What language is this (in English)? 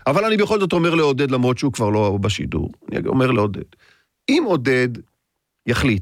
Hebrew